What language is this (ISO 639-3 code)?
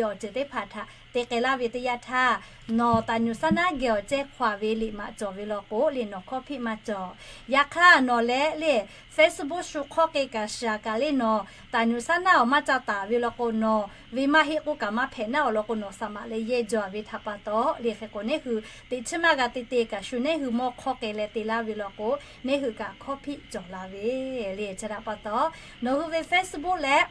lhu